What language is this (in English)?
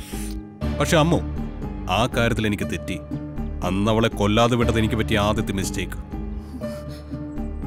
Malayalam